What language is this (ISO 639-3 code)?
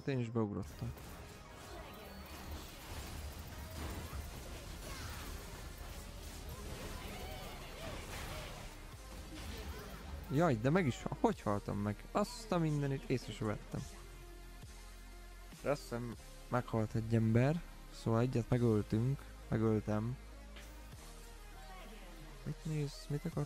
hun